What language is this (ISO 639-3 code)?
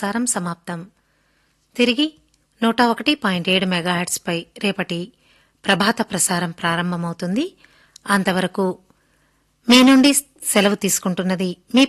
tel